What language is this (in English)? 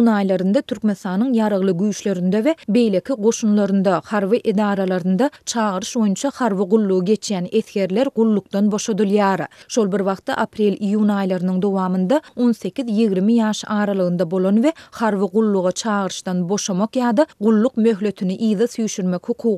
Turkmen